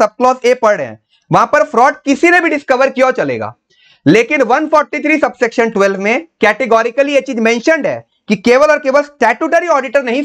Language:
Hindi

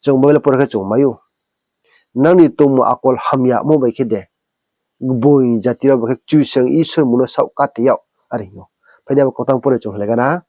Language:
Riang (India)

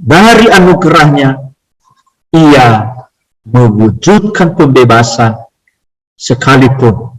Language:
Nias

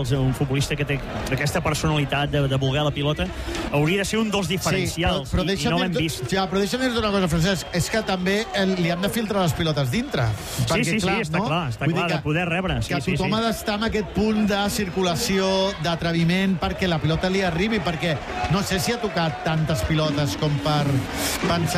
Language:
Catalan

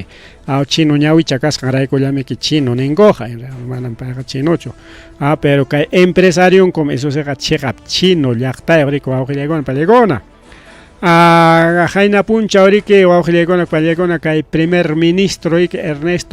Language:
Ayacucho Quechua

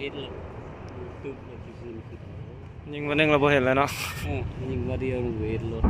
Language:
Lao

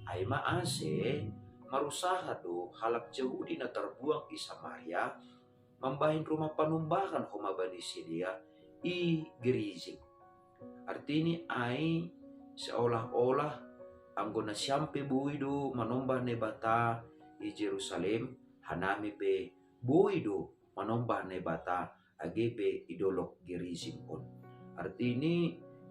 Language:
Batak Simalungun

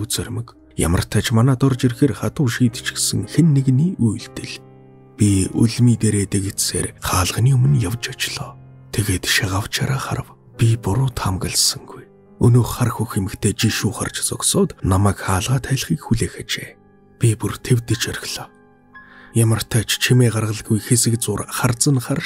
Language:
Mongolian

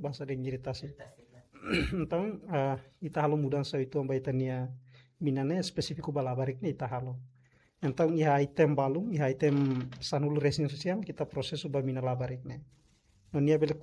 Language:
Tetum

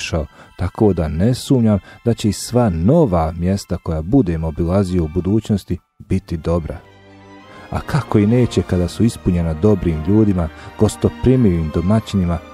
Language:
Bosnian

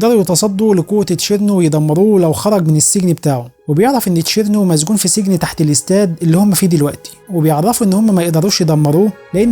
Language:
Egyptian Arabic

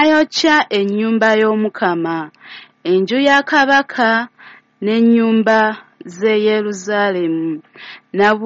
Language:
Ganda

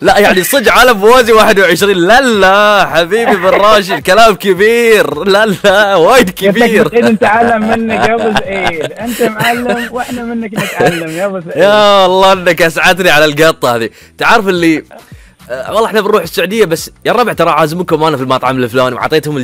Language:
Gulf Arabic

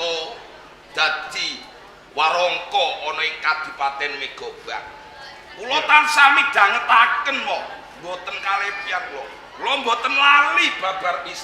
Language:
Javanese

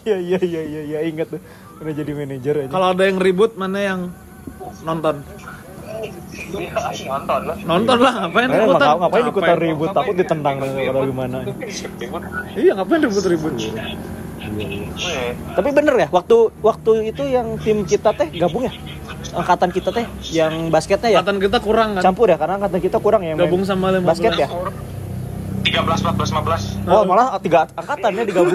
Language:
Indonesian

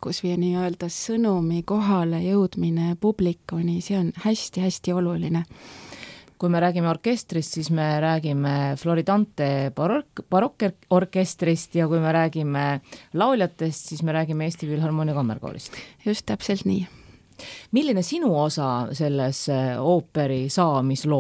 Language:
Estonian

